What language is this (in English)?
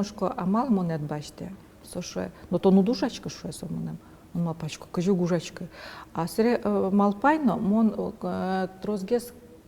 Udmurt